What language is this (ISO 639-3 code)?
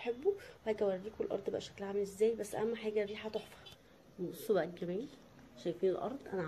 arz